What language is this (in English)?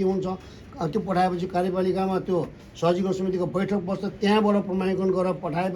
Nepali